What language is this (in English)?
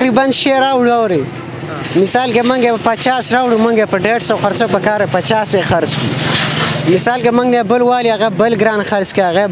Pashto